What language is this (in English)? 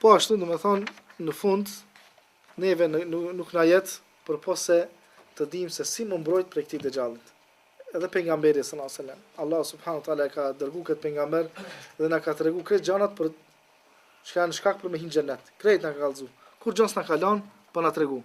Albanian